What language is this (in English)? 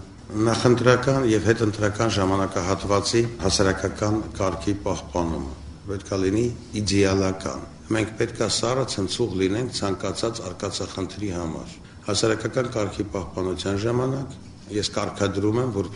Armenian